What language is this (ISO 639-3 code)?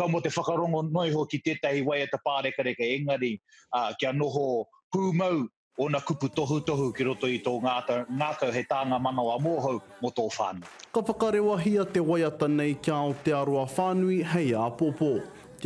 mri